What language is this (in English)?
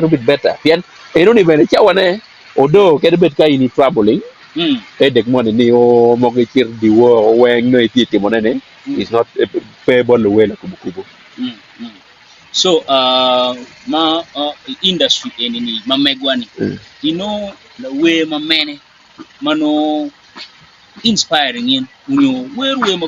Acoli